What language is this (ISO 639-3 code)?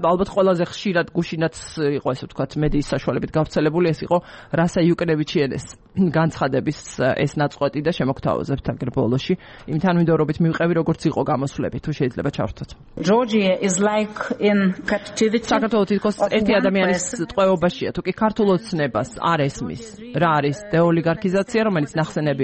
kat